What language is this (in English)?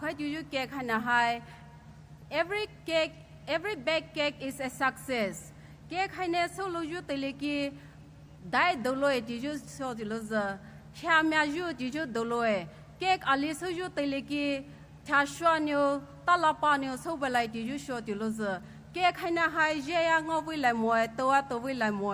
Poumei Naga